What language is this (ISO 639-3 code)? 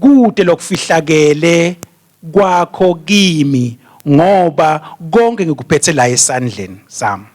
ssw